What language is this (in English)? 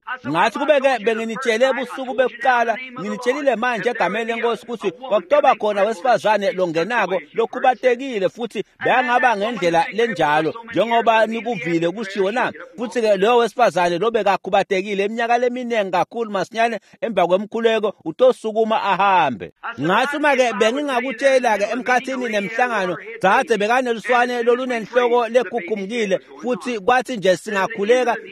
Swati